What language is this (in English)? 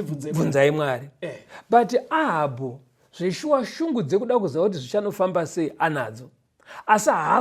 Shona